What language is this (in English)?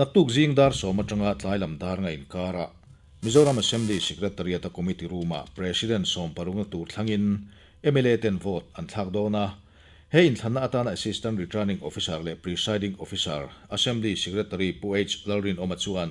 Mizo